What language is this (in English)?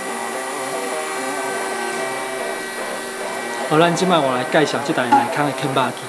Min Nan Chinese